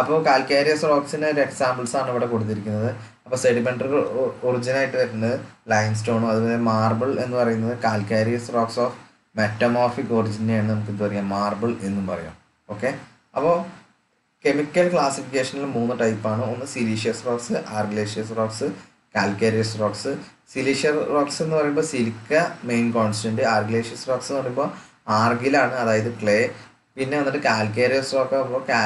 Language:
Malayalam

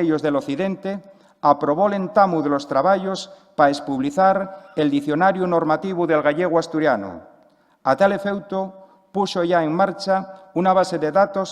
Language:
Asturian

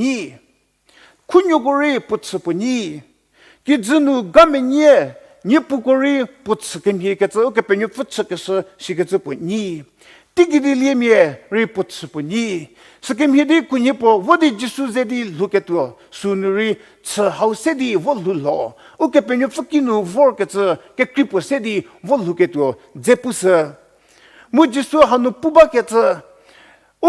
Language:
Angami Naga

